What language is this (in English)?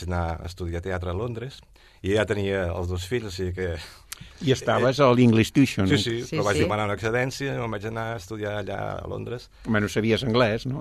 Catalan